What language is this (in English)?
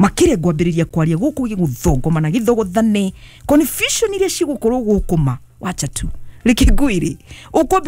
Kikuyu